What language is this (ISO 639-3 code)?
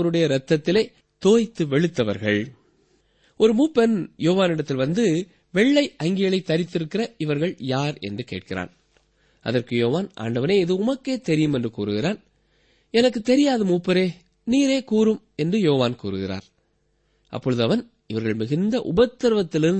tam